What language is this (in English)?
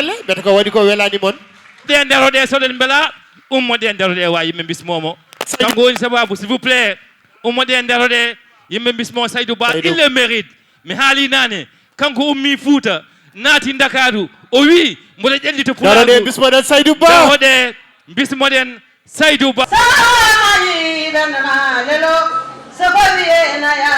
Fula